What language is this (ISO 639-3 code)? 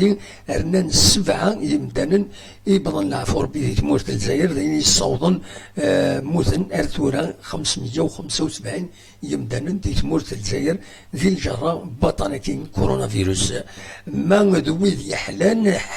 kab